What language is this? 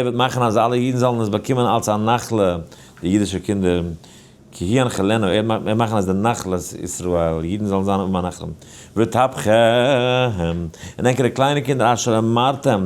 Yiddish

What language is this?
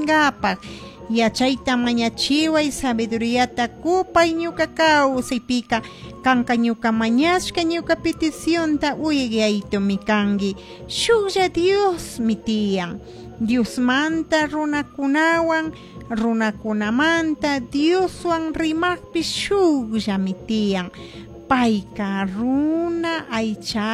Chimborazo Highland Quichua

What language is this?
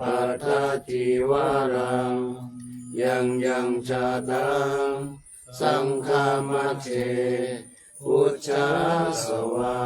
Pali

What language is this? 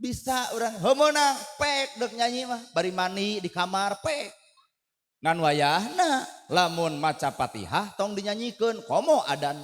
Sundanese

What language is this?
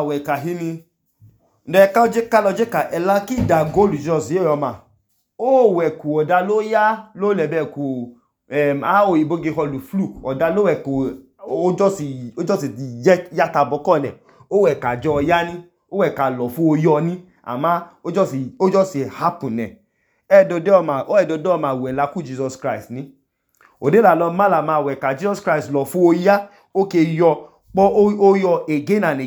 Idoma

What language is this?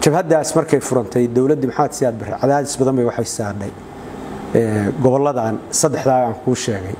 Somali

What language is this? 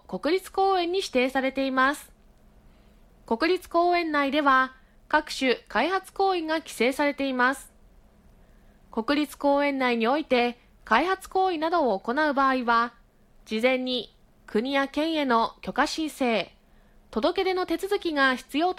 Japanese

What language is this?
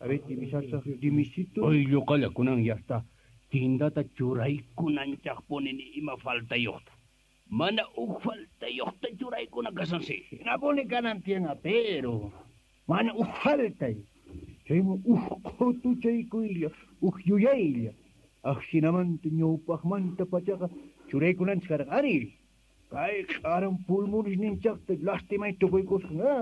Quechua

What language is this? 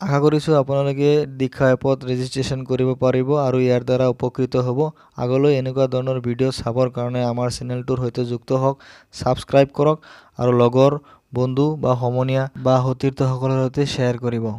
Assamese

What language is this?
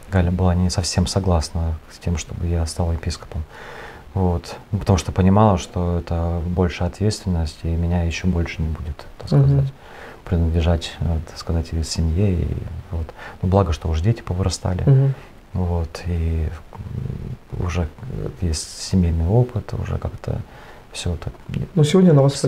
Russian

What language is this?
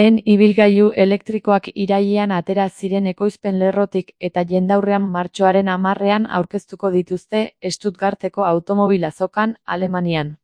Basque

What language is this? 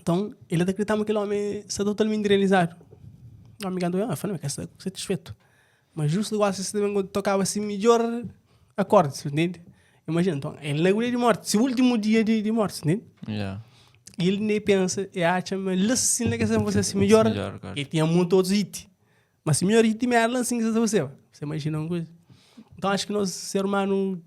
Kabuverdianu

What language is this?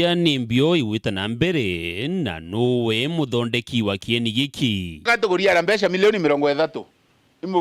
Meru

